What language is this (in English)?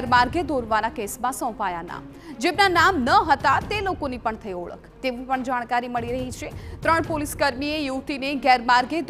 Gujarati